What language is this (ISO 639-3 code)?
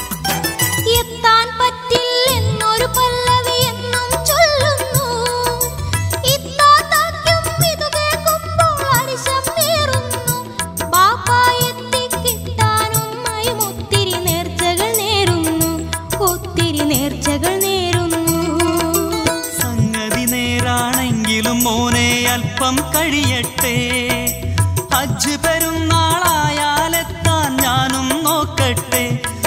mal